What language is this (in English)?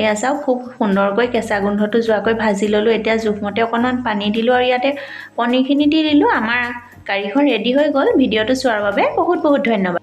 Assamese